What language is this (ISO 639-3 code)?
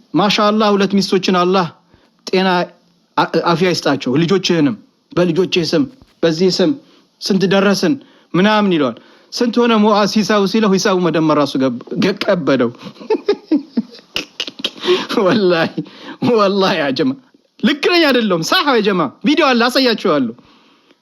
amh